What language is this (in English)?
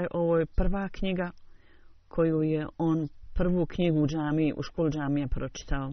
Bosnian